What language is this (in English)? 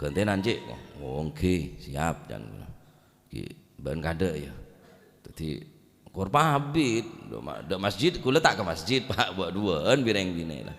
Madurese